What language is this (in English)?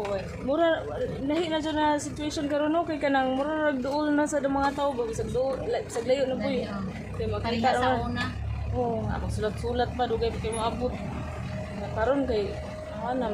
Cebuano